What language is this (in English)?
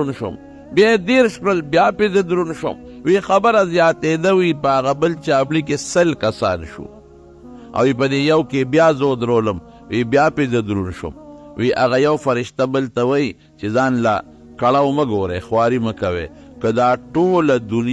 Pashto